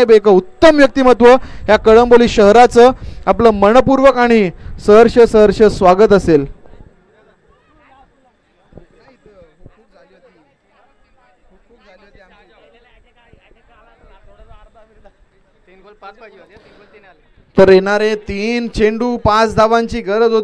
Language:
Marathi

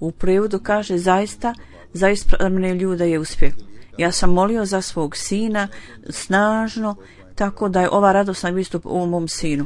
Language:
Croatian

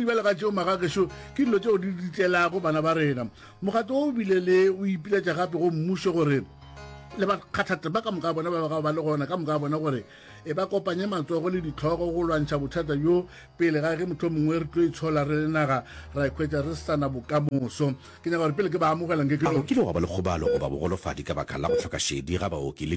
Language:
Northern Sotho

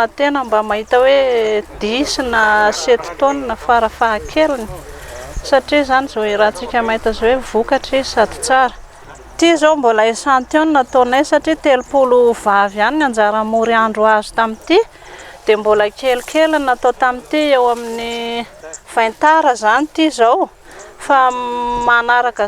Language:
Malagasy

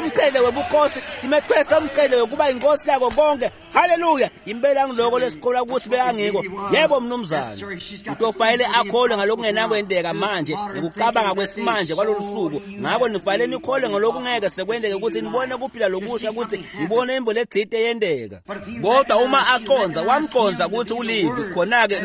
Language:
Swati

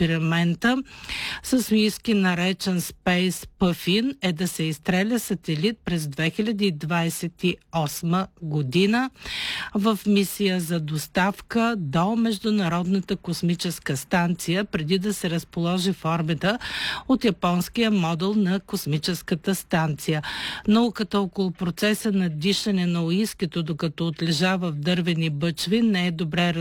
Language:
Bulgarian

